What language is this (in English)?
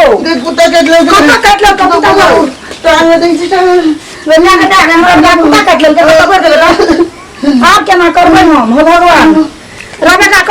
Maithili